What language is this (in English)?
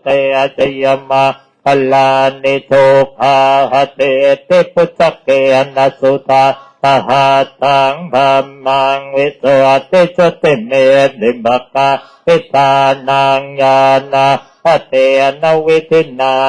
Pali